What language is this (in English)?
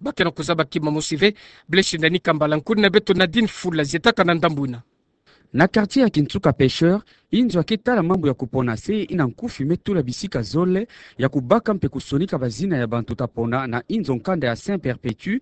Kituba (Democratic Republic of Congo)